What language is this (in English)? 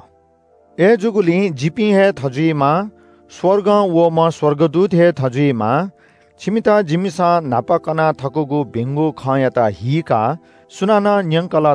Newari